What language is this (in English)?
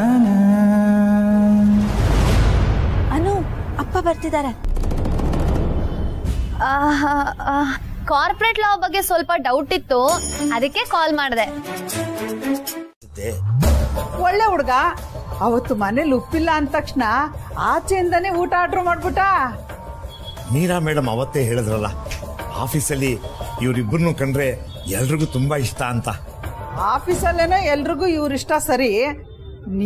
Kannada